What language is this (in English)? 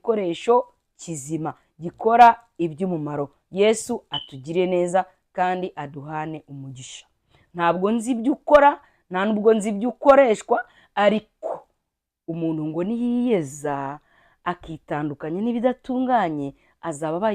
Kinyarwanda